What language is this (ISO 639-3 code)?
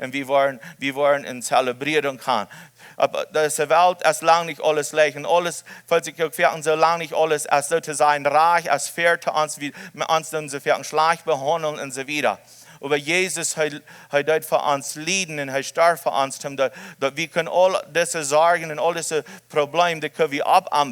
pdt